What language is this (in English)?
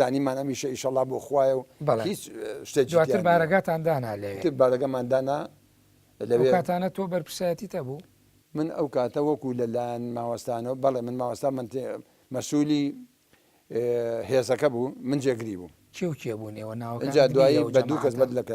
Central Kurdish